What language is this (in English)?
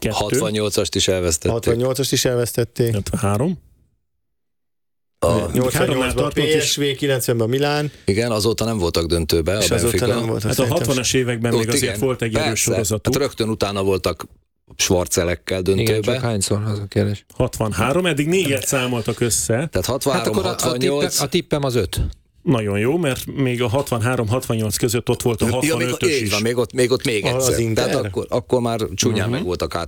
Hungarian